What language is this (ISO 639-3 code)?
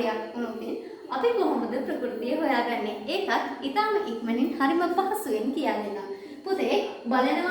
sin